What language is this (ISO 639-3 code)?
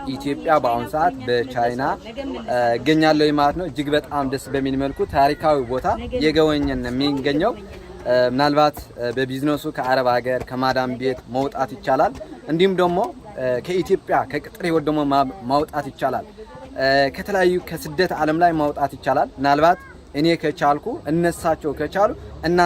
amh